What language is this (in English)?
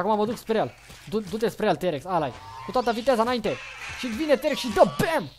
Romanian